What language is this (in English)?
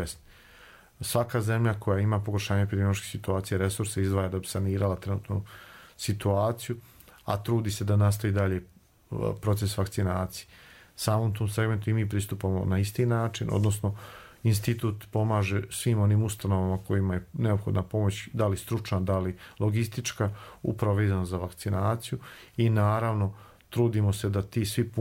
Croatian